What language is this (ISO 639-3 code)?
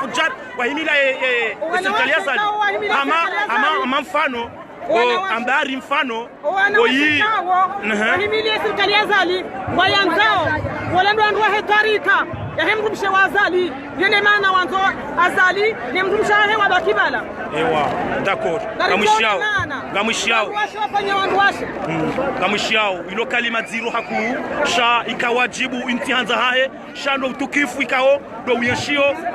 zdj